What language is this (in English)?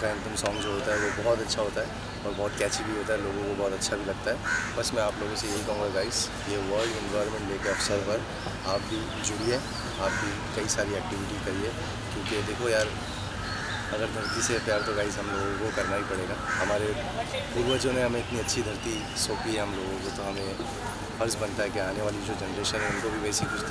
Hindi